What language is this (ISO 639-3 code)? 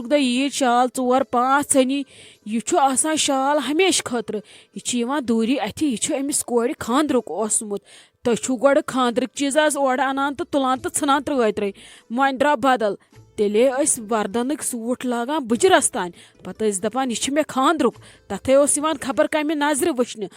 kas